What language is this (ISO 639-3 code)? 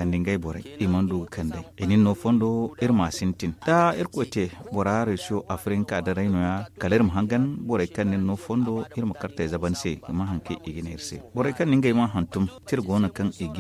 dje